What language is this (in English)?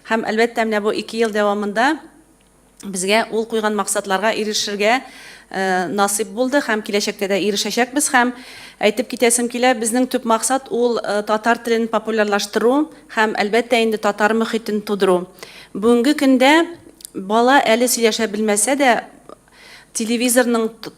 Tatar